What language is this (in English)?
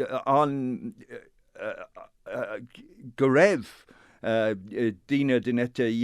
Irish